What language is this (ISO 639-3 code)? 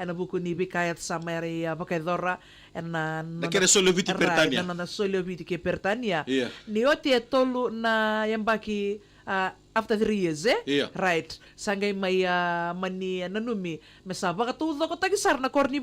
fij